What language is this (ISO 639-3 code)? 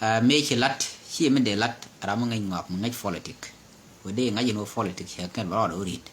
nus